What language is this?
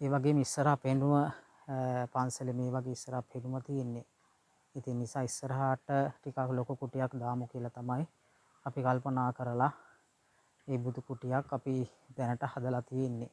Sinhala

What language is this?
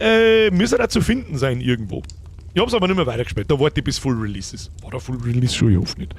Bavarian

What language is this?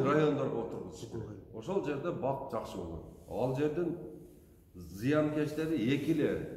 Kyrgyz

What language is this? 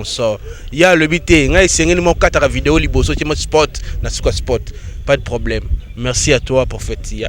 Lingala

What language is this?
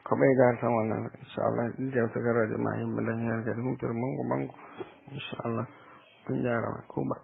Fula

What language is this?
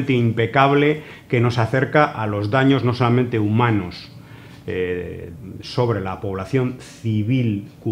Spanish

